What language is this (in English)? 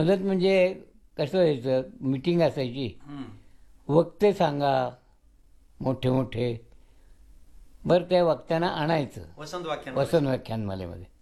Marathi